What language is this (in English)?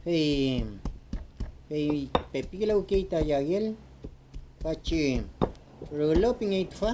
Mapuche